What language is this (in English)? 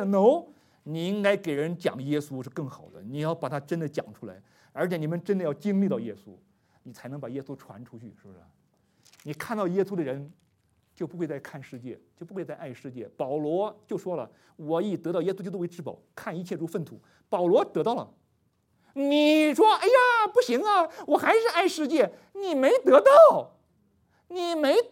Chinese